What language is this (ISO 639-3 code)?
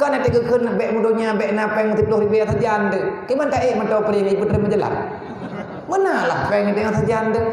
ace